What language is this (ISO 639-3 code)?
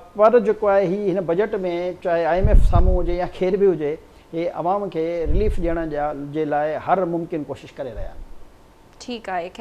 snd